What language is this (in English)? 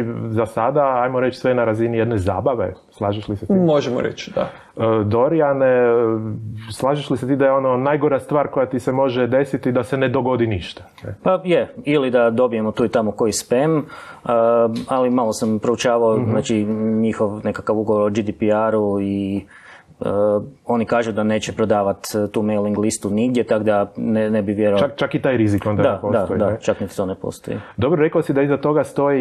Croatian